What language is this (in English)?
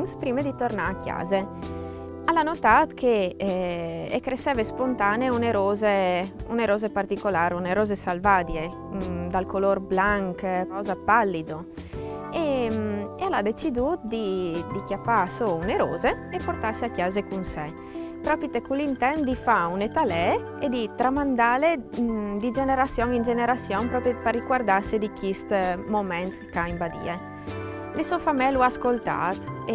Friulian